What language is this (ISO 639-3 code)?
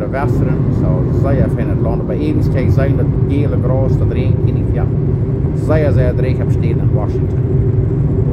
pdt